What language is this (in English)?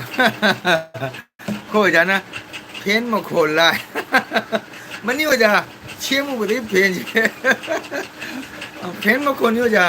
Manipuri